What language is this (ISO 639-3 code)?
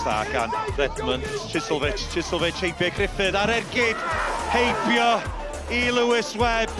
cym